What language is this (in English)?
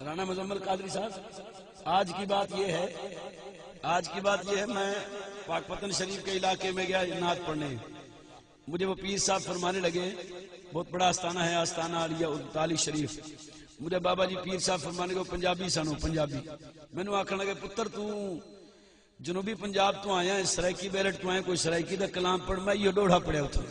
Saraiki